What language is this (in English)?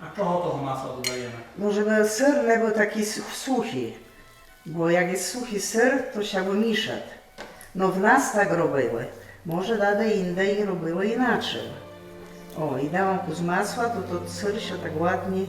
Rusyn